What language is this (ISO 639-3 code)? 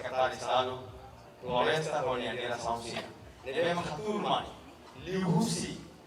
tet